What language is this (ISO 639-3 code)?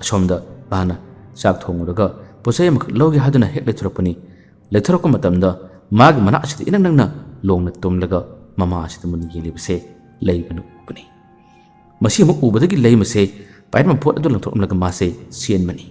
mni